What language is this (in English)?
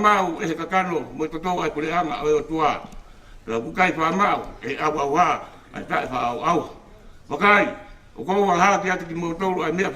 Tongan